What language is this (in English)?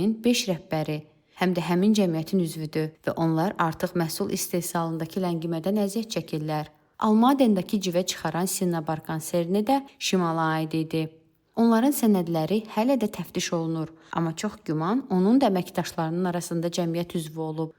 Azerbaijani